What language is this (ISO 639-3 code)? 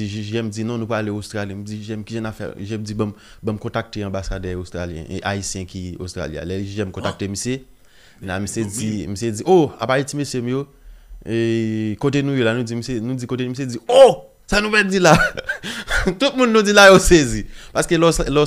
hat